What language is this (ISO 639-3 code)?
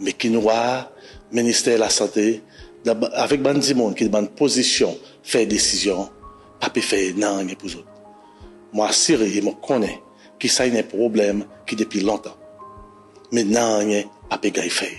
crs